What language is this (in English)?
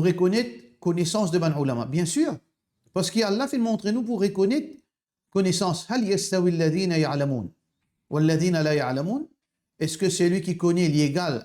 Morisyen